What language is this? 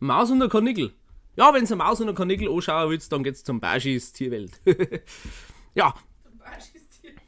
Bavarian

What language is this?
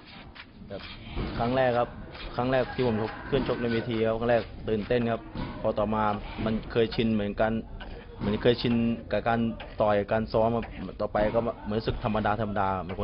Thai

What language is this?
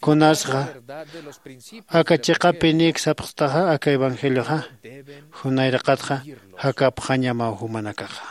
Aymara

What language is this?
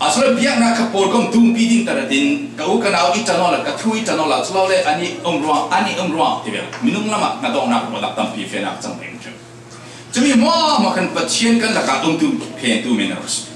Falam Chin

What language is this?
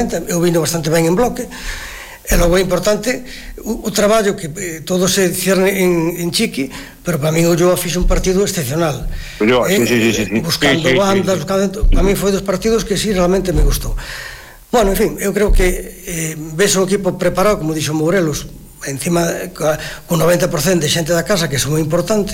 Galician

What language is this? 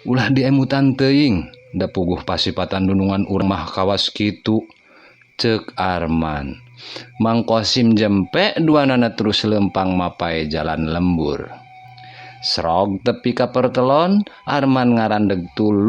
Sundanese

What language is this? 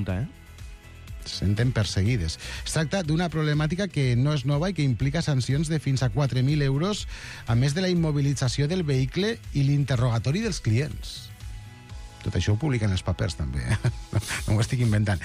Catalan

